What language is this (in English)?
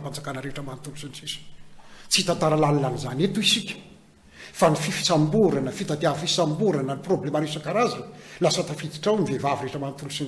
Malagasy